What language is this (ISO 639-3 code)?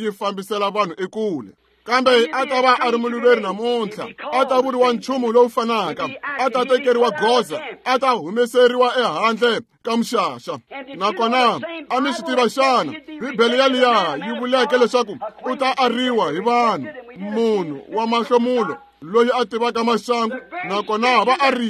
tso